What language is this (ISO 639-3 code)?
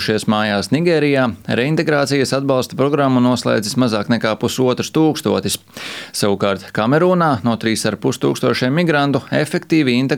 lav